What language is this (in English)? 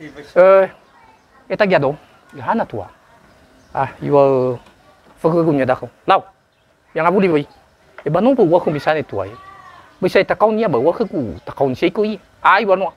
Nias